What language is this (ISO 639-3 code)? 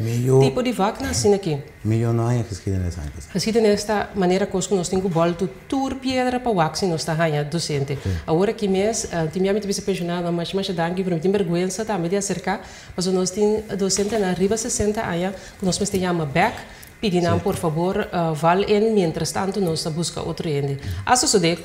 pap